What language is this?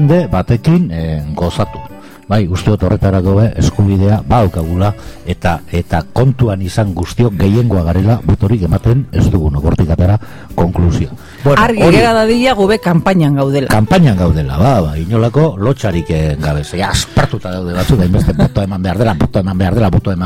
Basque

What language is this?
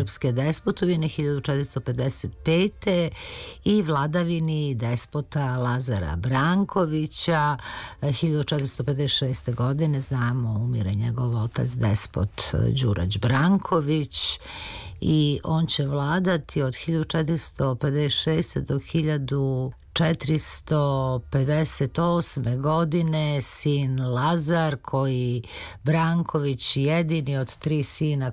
Serbian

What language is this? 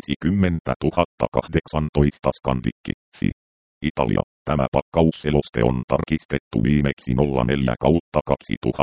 Finnish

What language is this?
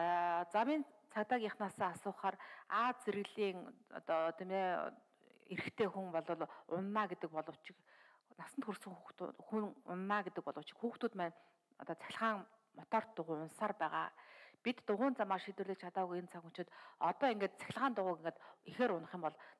Mongolian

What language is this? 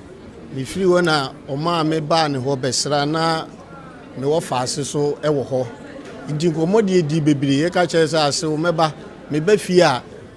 Akan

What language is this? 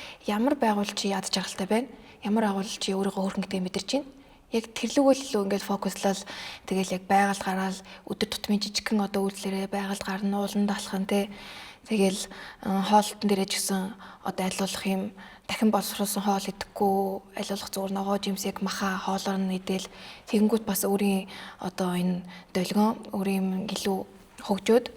Mongolian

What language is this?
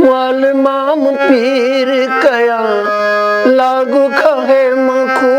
Newari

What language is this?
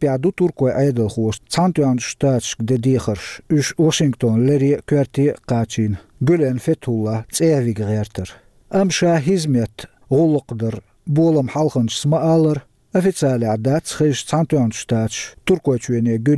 Chechen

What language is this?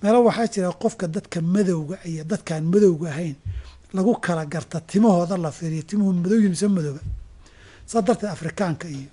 Somali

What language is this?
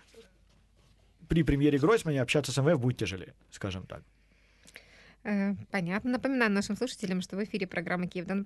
Russian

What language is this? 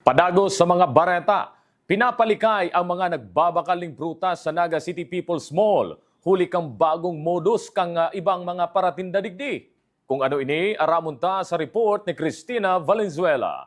Bikol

